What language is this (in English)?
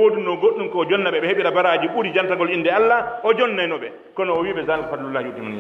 Pular